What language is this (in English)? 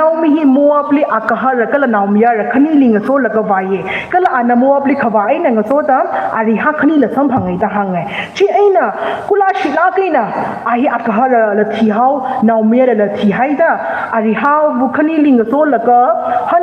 Tangkhul Naga (India)